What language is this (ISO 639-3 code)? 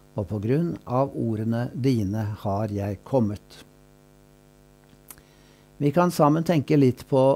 nor